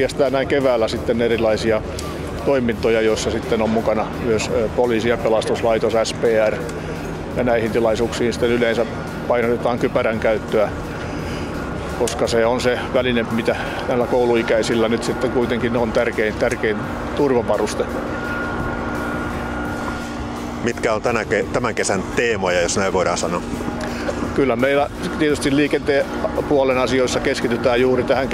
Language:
Finnish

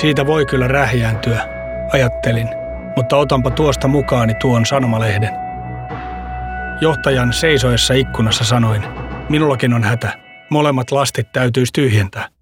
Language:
Finnish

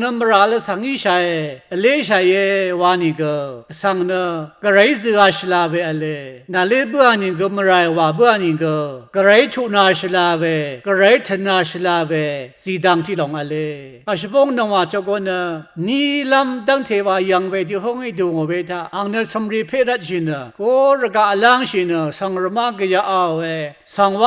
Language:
Rawang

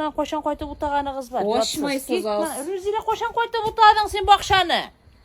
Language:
Tatar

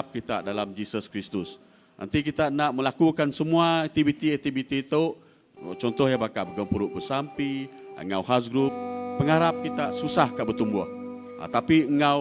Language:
Iban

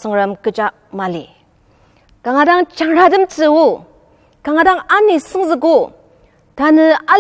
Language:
Ao Naga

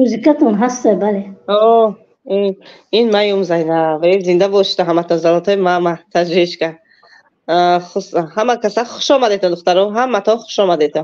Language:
Tajik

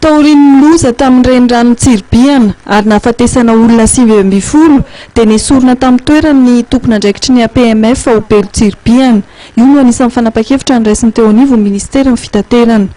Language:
Malagasy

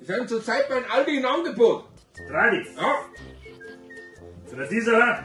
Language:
Bavarian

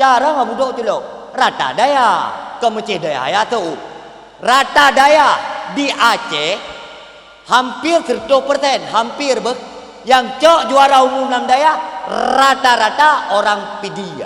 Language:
Achinese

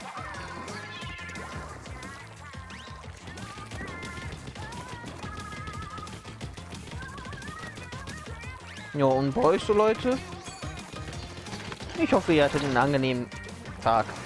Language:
German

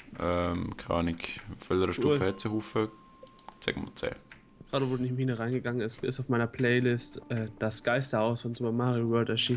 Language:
Swiss German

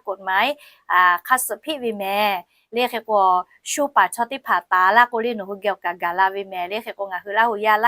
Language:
Lahu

